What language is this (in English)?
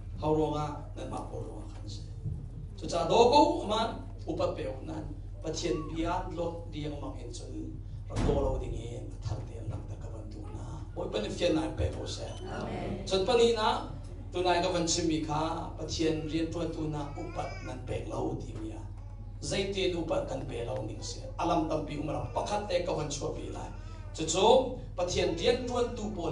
Hakha Chin